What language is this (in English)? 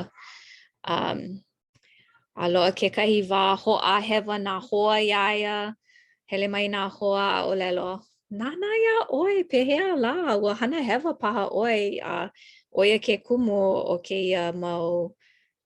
Hawaiian